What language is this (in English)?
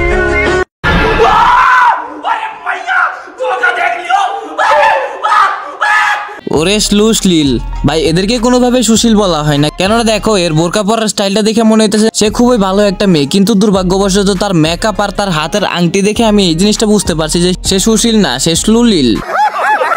Bangla